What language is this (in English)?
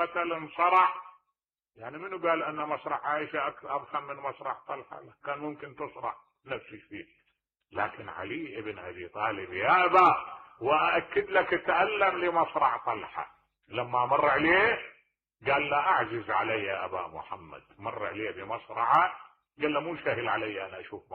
Mesopotamian Arabic